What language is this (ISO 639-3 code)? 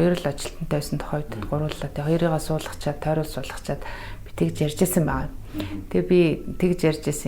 mon